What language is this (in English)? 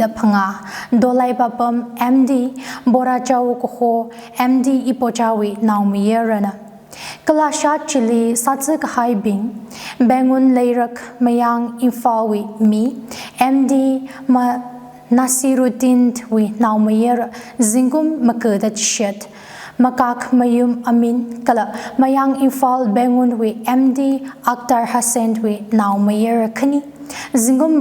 Tangkhul Naga (India)